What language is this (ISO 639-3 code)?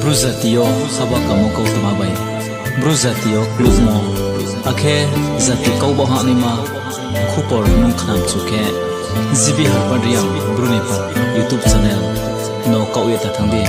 ria